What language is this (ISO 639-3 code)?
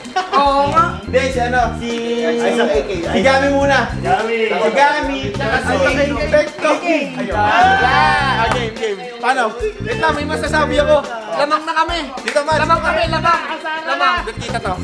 fil